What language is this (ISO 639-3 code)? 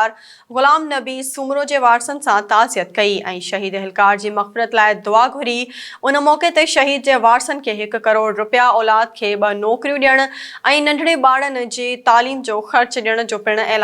snd